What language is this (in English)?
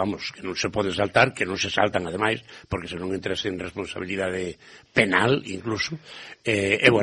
Galician